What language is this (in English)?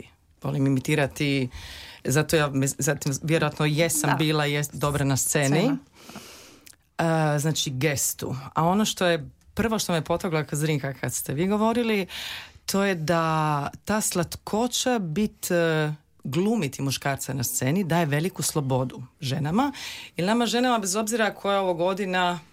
Croatian